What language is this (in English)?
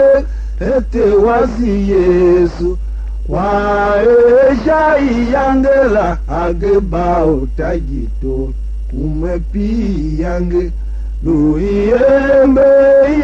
Tiv